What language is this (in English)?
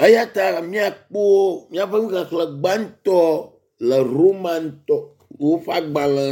Ewe